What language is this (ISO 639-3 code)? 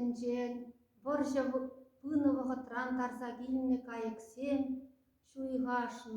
chv